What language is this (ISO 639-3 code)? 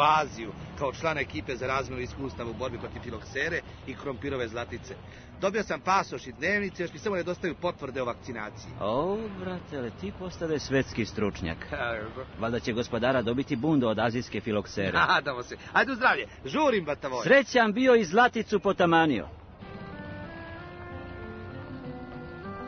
srp